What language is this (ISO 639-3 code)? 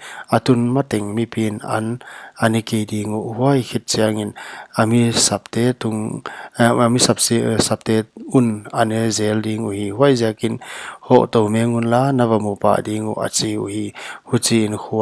pck